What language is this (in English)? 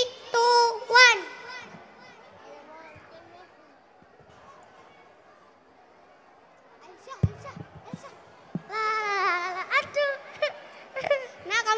Indonesian